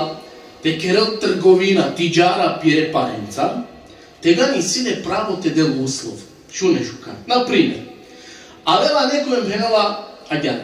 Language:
Balkan Romani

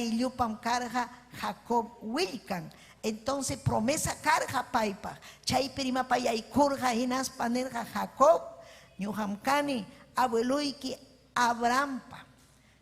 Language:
Ayacucho Quechua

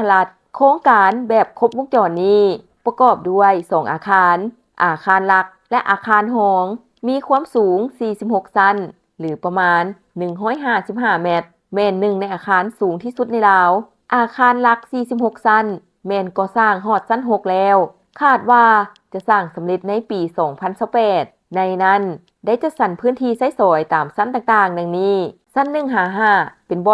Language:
Lao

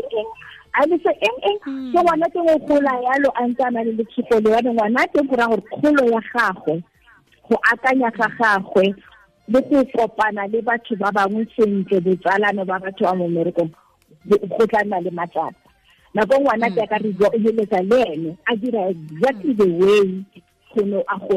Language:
Tswana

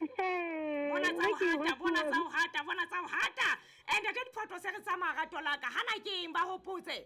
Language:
Southern Sotho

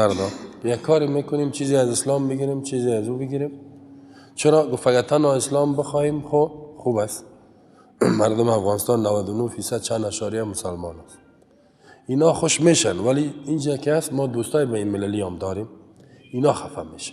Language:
Persian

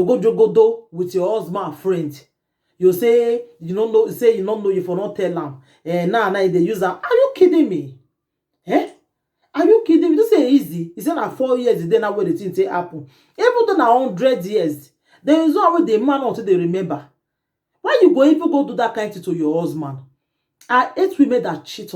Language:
Nigerian Pidgin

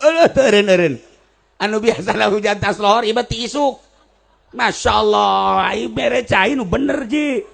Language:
Sundanese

